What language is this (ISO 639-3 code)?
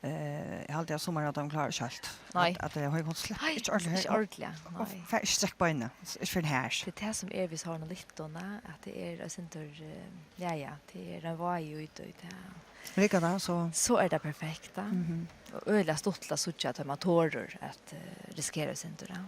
fao